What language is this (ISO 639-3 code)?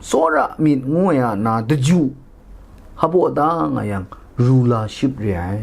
kac